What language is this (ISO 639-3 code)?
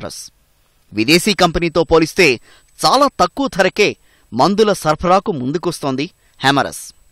tel